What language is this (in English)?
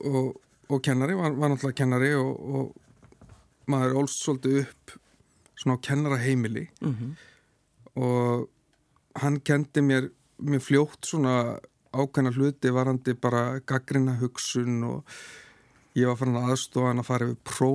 Icelandic